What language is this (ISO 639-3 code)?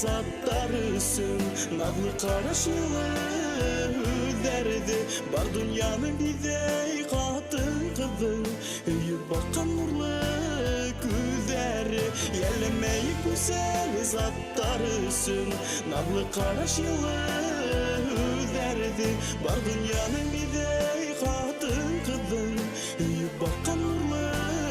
bak